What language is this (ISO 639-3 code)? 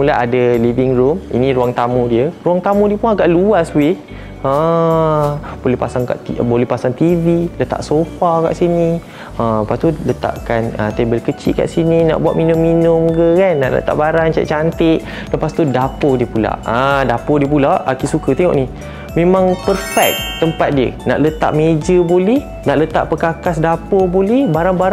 msa